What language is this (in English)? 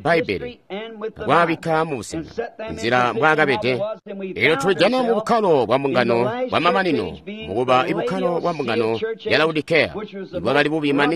Tonga (Zambia)